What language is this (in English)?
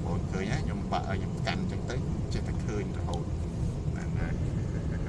Khmer